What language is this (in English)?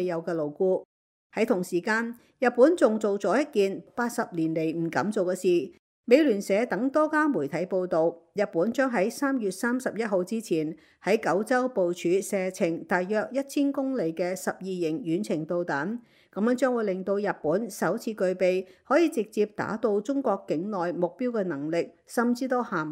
Cantonese